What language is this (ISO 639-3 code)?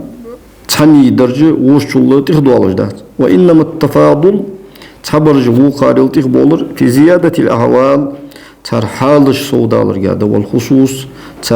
inh